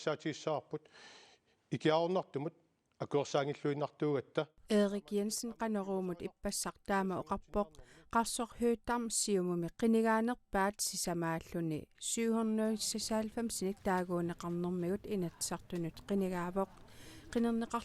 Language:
Kalaallisut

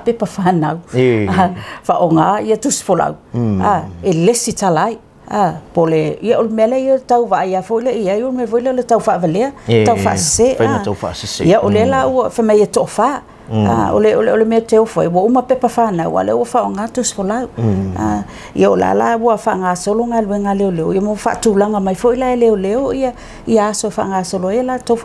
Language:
Samoan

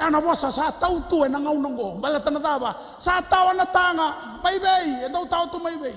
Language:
Fijian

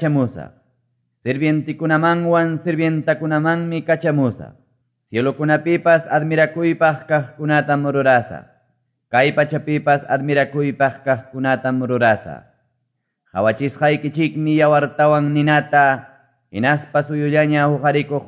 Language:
Quechua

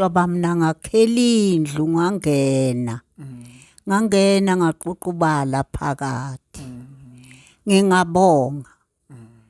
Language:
Zulu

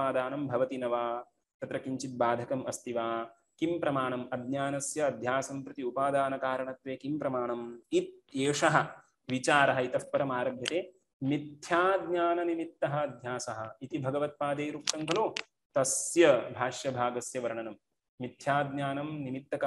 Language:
Sanskrit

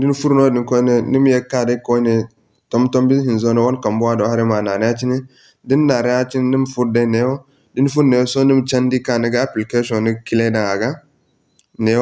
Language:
Zarma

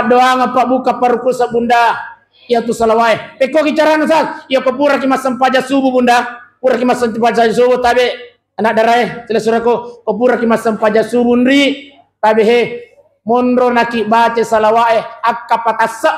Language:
Buginese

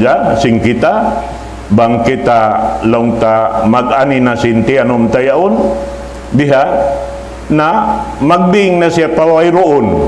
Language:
Tausug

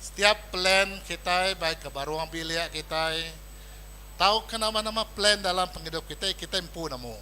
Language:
Iban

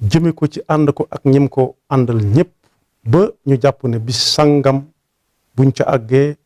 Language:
Wolof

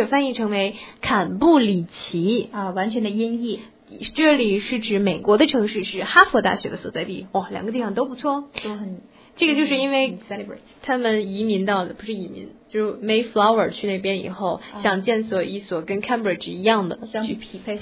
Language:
Chinese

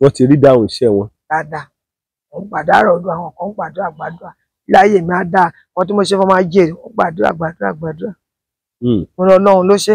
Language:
Yoruba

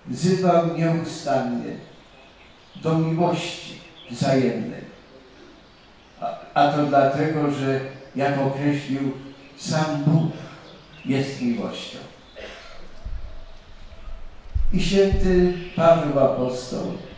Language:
Polish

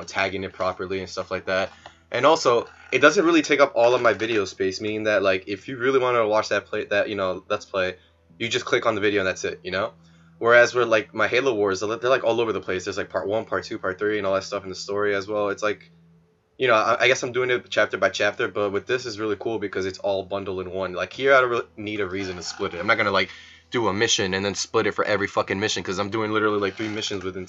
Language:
English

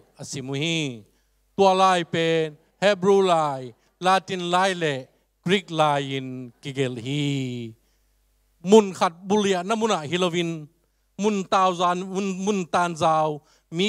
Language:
Tedim Chin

